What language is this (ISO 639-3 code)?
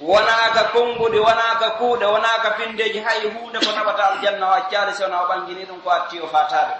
fuf